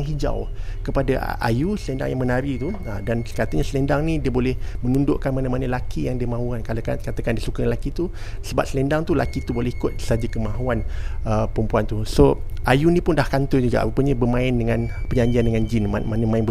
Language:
Malay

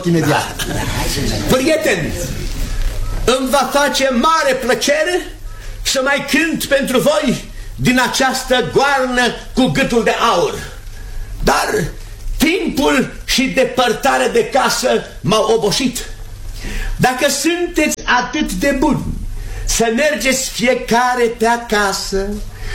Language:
Romanian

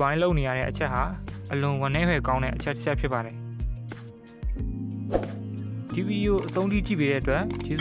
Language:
Burmese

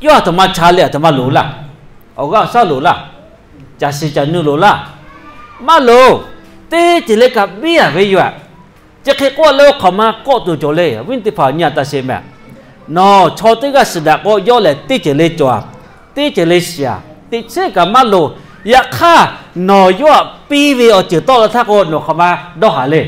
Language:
Lahu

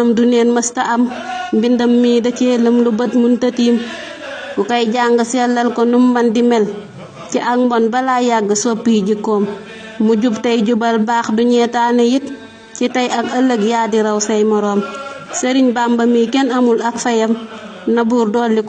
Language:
Wolof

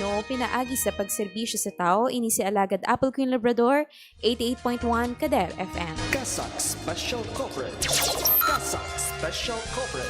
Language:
Hiligaynon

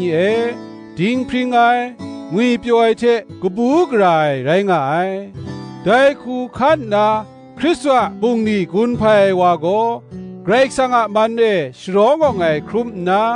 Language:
Kachin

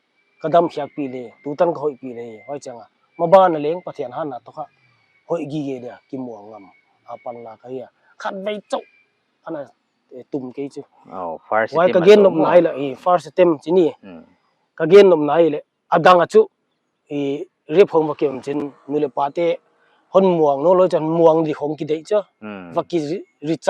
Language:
Paite Chin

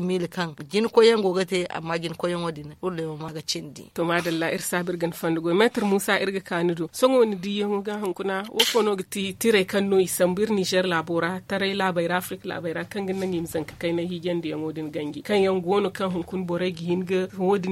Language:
Zarma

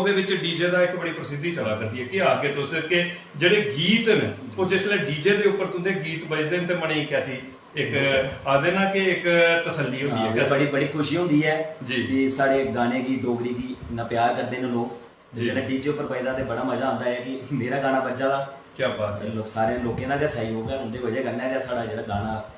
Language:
Dogri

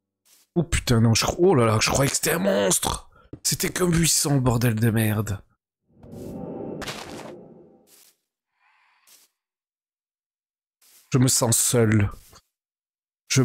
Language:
French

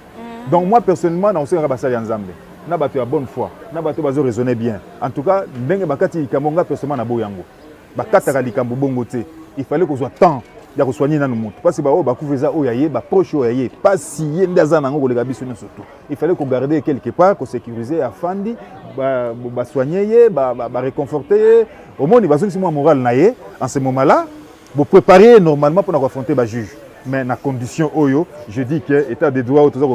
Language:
Lingala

